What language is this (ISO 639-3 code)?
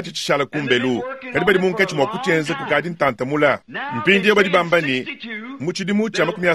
lua